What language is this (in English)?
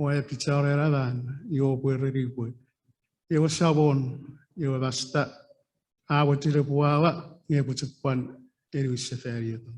Chuukese